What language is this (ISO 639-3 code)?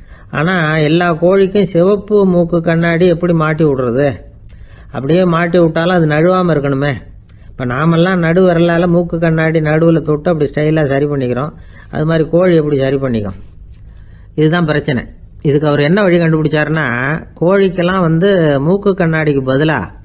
tam